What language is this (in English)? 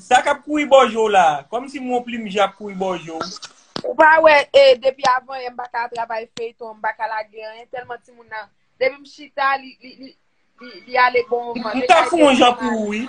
Haitian Creole